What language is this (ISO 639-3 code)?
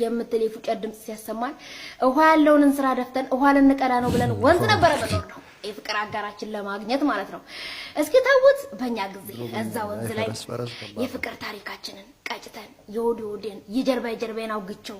amh